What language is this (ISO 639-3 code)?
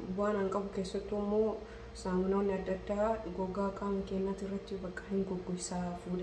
orm